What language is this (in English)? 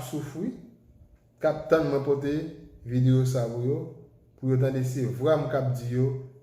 Haitian Creole